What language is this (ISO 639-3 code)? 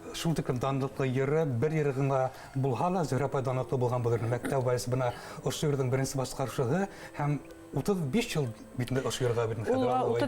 bak